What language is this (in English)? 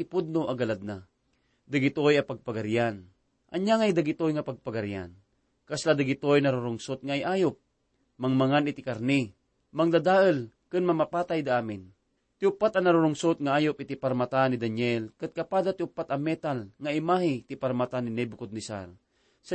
Iloko